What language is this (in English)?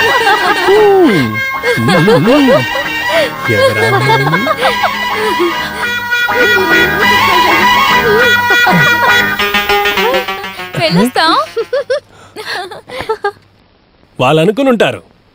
Telugu